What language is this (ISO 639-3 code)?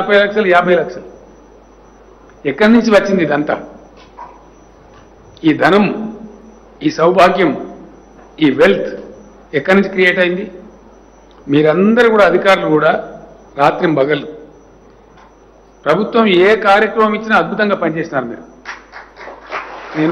tel